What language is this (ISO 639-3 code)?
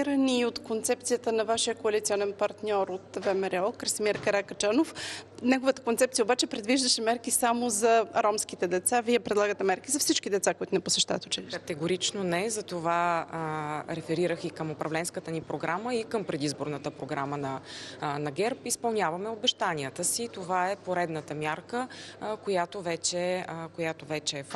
bul